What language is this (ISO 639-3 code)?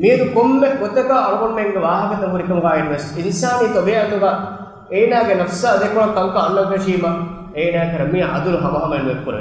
div